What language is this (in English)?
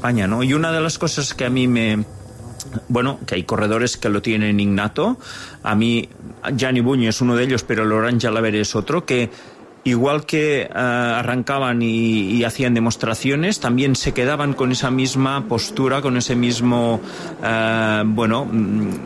Spanish